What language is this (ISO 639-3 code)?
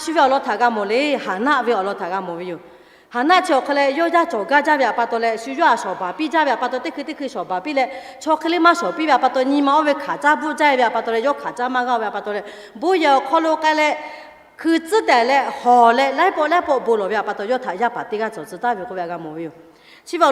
lhu